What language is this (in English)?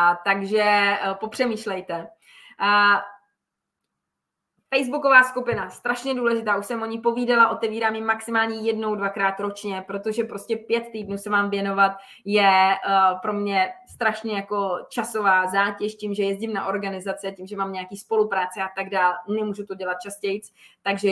Czech